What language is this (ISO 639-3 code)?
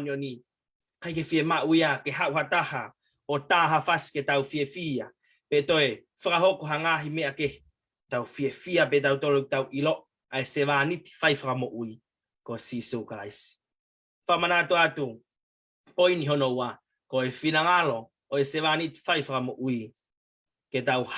ton